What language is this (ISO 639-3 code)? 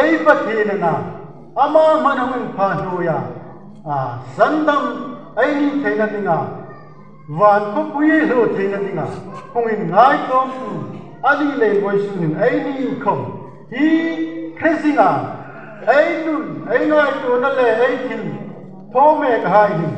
hmr